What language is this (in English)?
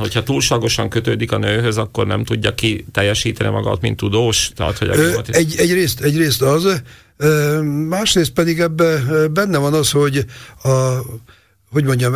Hungarian